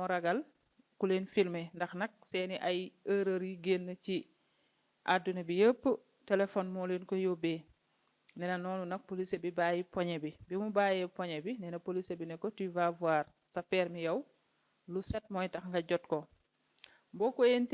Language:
Wolof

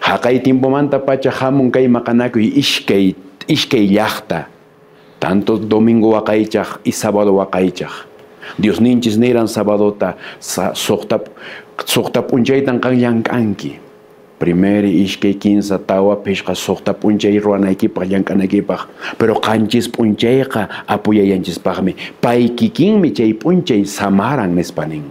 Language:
Quechua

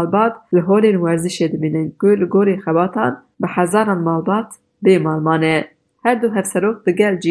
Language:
Kurdish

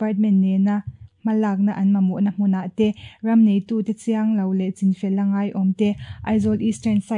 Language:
Mizo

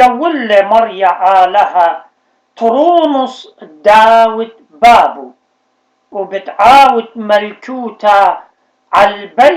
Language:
Assyrian Neo-Aramaic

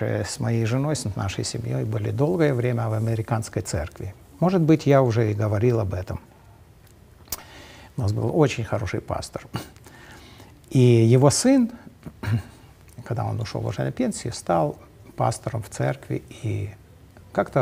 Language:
Russian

